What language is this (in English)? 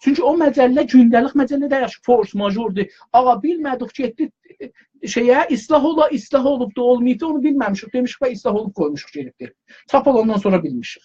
South Azerbaijani